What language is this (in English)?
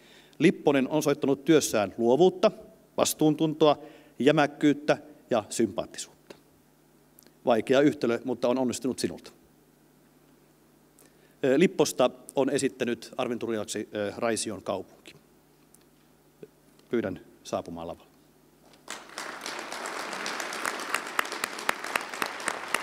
Finnish